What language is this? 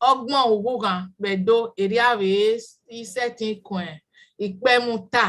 Bini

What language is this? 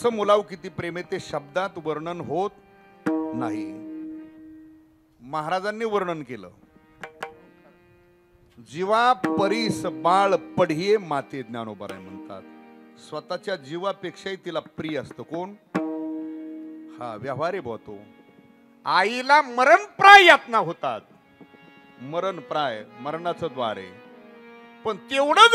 Marathi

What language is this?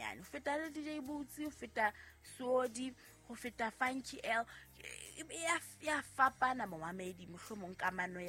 Southern Sotho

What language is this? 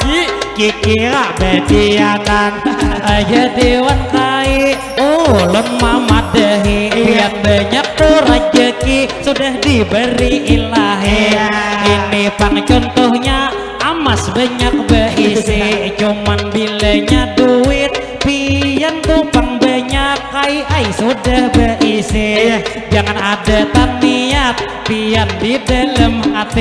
Banjar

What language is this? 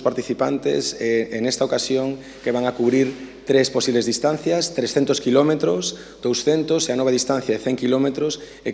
Galician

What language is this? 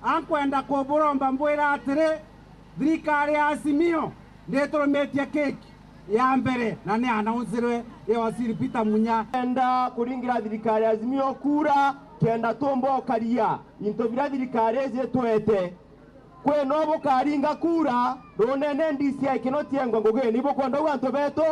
Meru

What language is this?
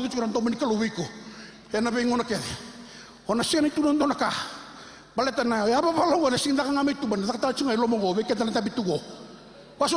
Fijian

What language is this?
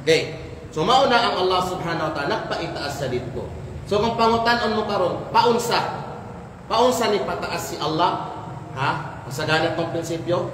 Kalagan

